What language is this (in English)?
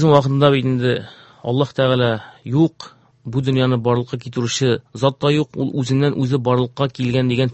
Tatar